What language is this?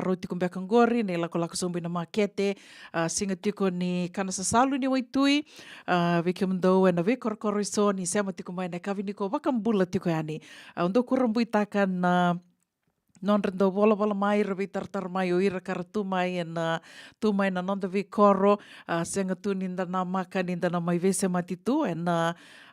Fijian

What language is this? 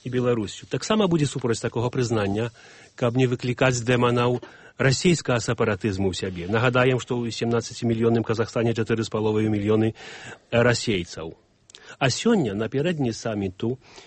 Belarusian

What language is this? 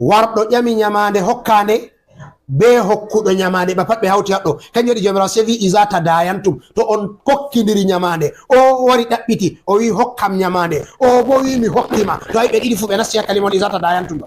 Fula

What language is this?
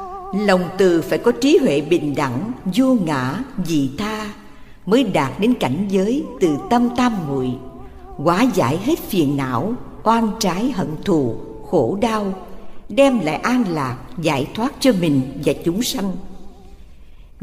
Vietnamese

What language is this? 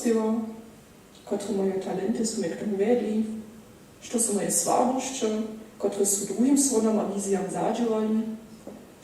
Upper Sorbian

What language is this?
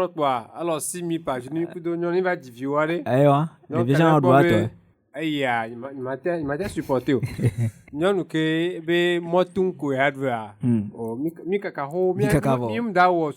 Ewe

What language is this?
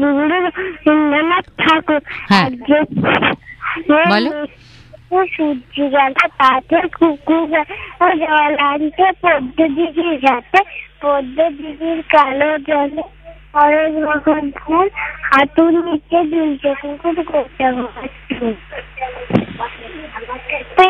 Bangla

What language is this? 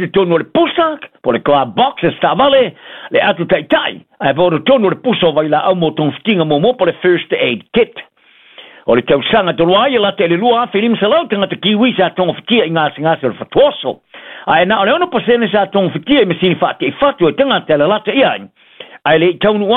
Samoan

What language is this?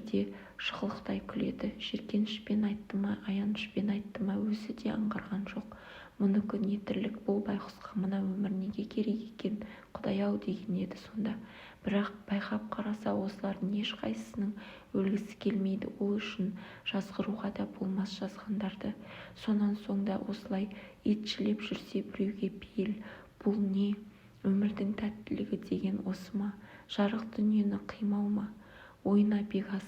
Kazakh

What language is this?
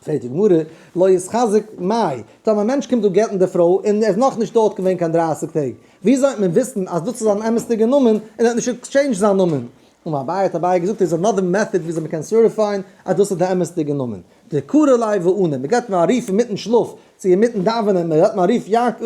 Yiddish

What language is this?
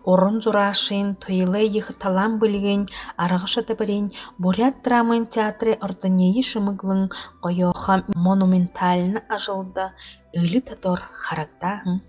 Buriat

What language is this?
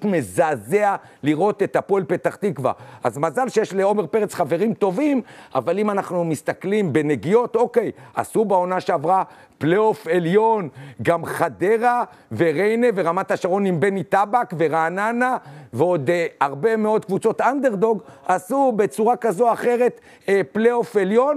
Hebrew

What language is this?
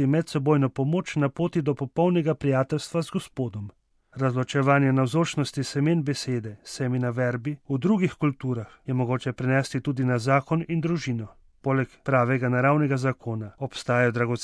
Slovenian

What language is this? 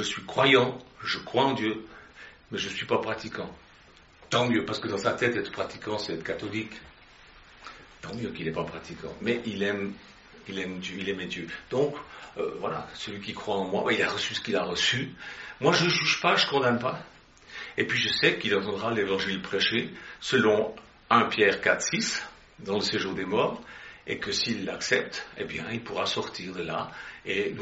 French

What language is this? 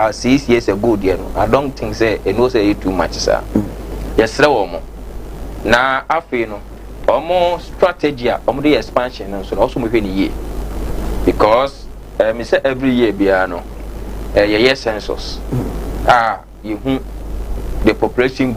Akan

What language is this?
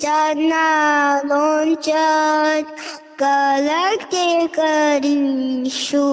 Manipuri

